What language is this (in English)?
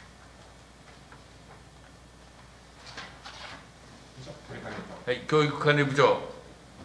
Japanese